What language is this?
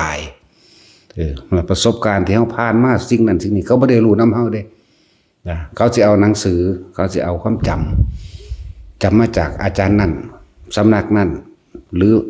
Northeastern Thai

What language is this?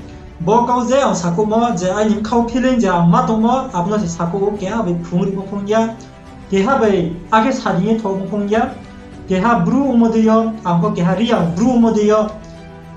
Riang (India)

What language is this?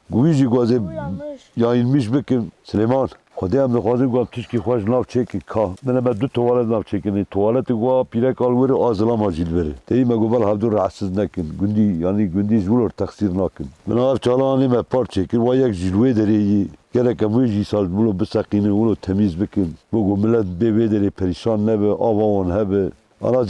Kurdish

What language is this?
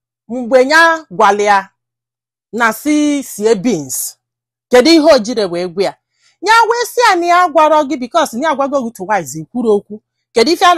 Igbo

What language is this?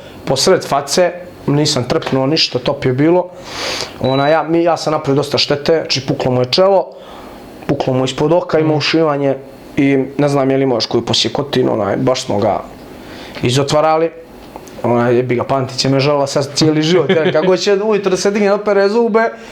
Bosnian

